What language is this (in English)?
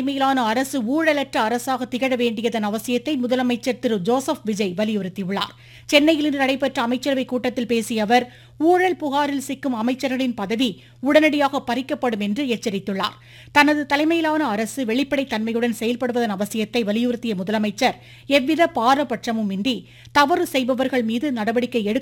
Tamil